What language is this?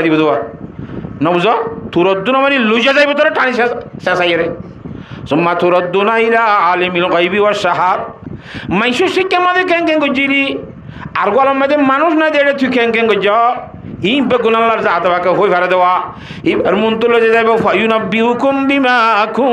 Rohingya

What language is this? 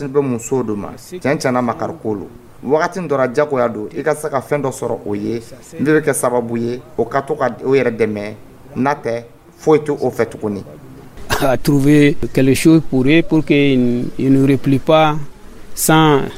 Dyula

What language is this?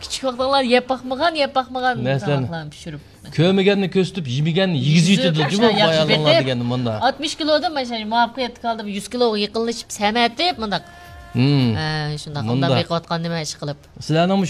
Uyghur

